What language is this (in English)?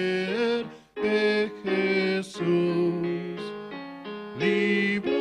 South Bolivian Quechua